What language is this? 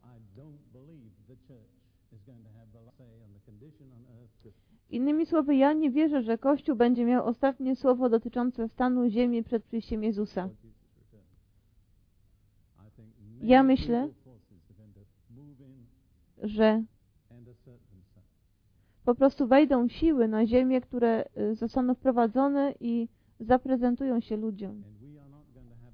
Polish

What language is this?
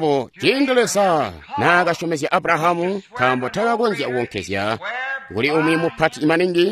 Tonga (Zambia)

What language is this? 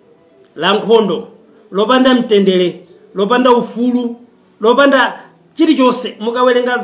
Nyanja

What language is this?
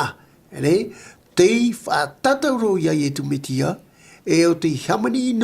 Tahitian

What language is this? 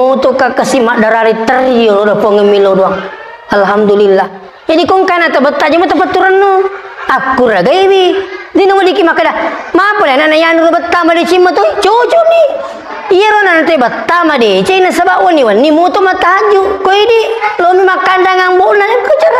Buginese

